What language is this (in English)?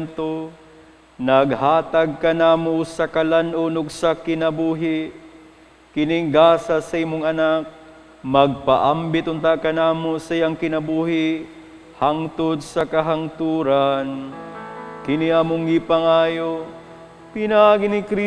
Cebuano